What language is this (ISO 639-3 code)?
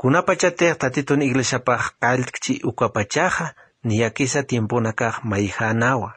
aym